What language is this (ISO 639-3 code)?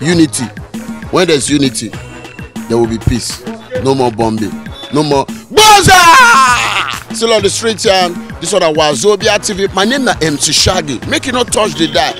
pcm